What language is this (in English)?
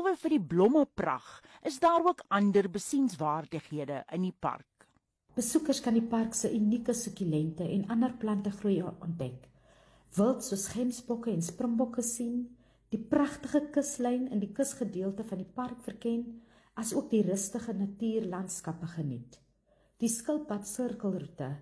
Afrikaans